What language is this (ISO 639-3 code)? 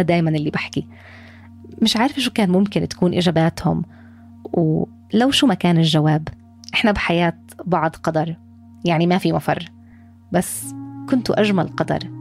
apc